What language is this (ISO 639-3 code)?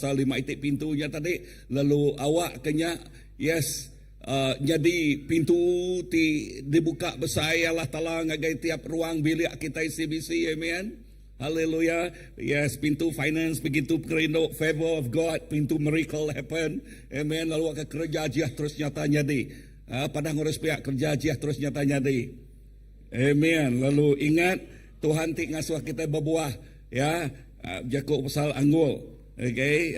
iba